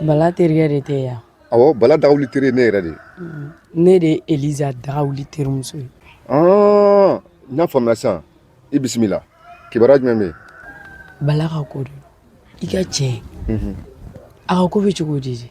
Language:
Bambara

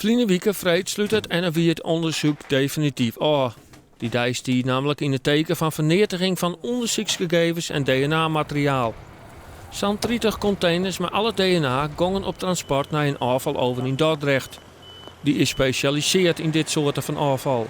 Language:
Western Frisian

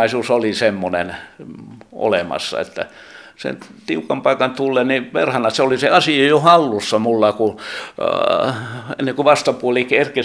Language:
Finnish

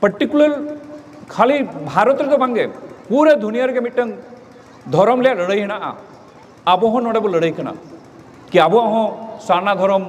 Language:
Santali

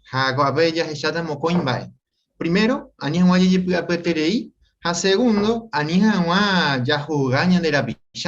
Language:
Guarani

